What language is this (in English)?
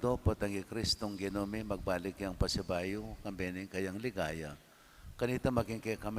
Pampanga